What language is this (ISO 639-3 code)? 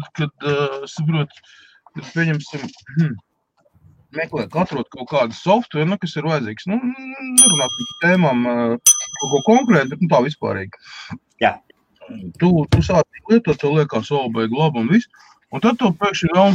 lav